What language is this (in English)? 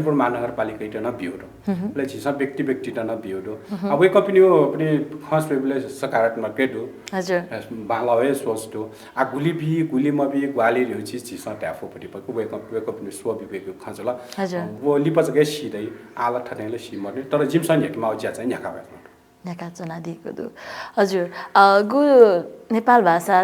Newari